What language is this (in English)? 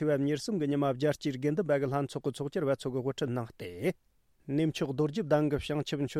Tibetan